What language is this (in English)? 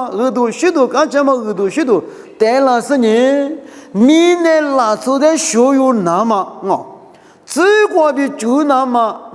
Lisu